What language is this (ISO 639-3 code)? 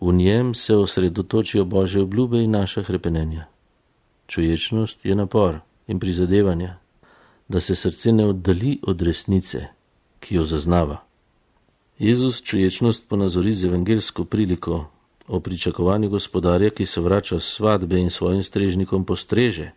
slv